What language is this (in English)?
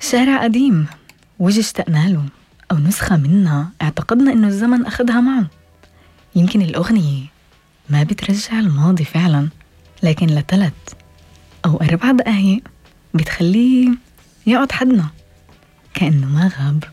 North Levantine Arabic